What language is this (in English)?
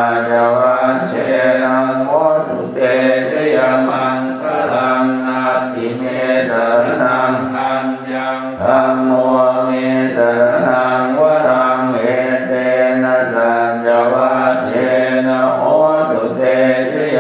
Pali